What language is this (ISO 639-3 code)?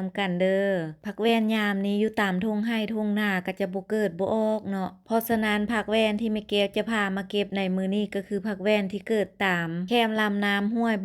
lao